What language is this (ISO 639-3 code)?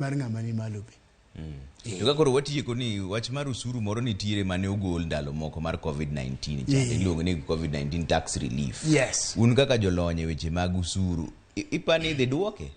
luo